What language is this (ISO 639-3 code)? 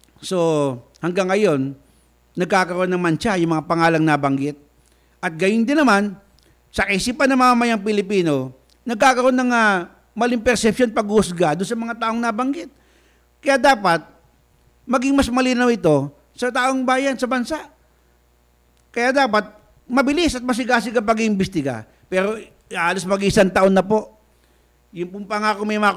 fil